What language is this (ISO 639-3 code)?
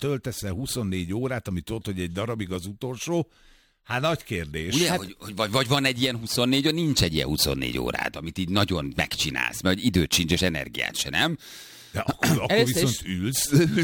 hun